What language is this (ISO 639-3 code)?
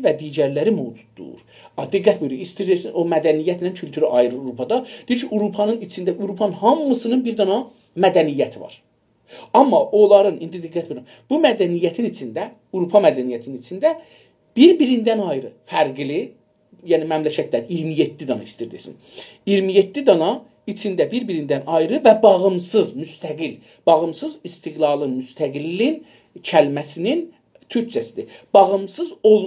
azb